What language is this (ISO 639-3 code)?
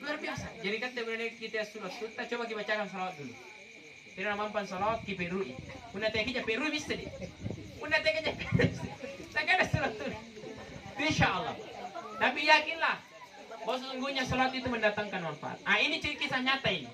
mak